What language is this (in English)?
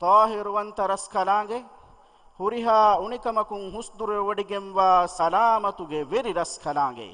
Divehi